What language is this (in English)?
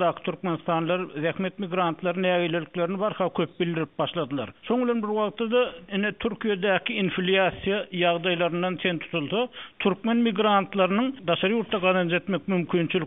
Turkmen